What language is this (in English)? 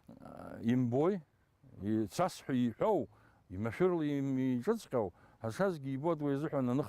Abkhazian